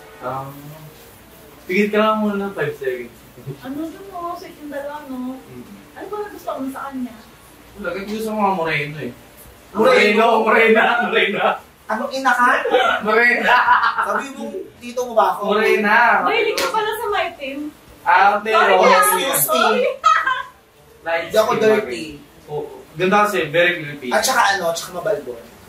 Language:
Filipino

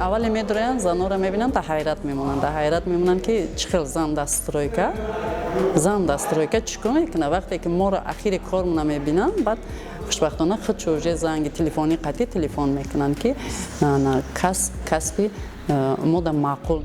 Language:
Tajik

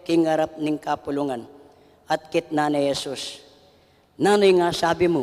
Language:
Pampanga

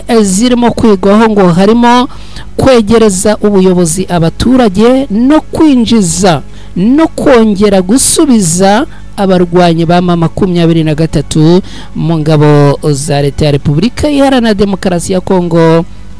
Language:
Kinyarwanda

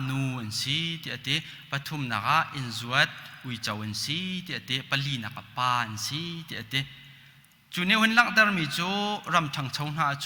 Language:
Hakha Chin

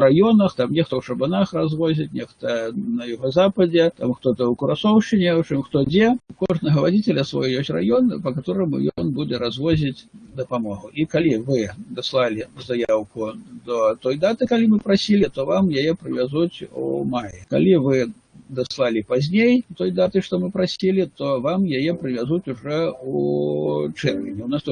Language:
Belarusian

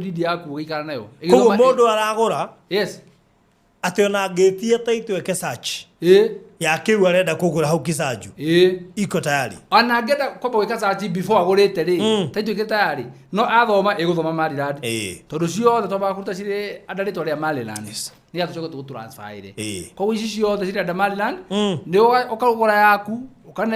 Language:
Kikuyu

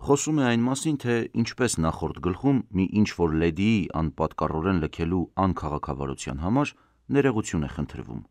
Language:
Armenian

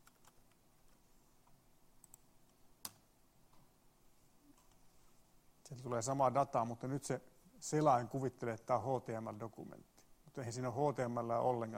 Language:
Finnish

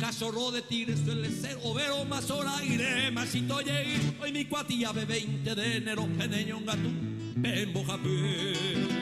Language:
Guarani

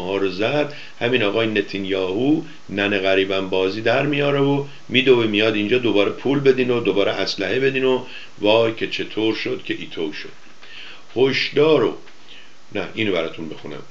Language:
Persian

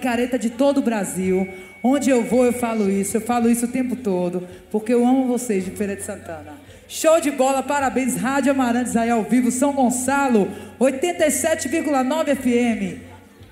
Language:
Portuguese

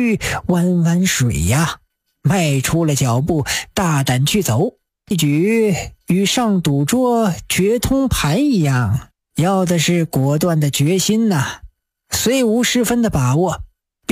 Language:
Chinese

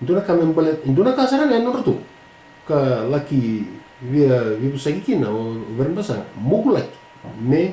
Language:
Fijian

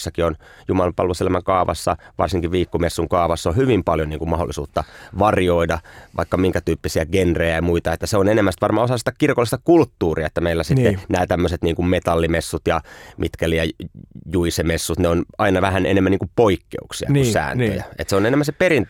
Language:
Finnish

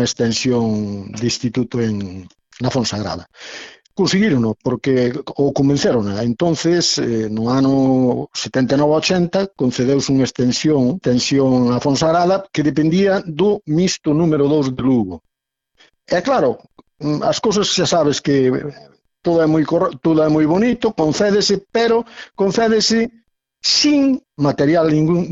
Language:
Galician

